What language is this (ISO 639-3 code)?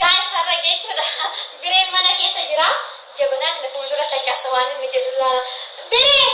orm